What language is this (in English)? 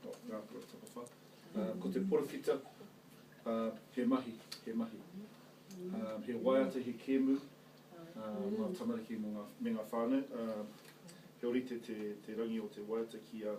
Māori